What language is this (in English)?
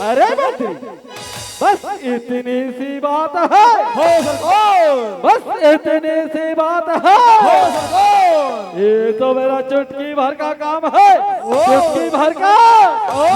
Chhattisgarhi